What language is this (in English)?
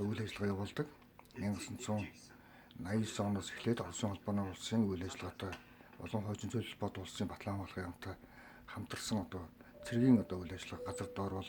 Mongolian